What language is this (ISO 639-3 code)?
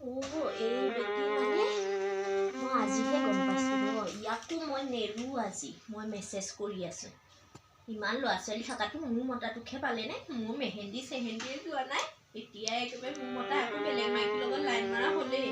asm